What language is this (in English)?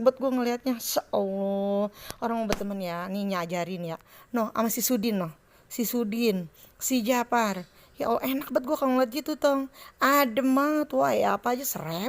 Betawi